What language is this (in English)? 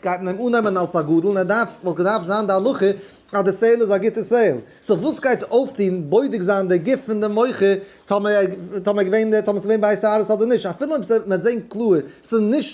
Yiddish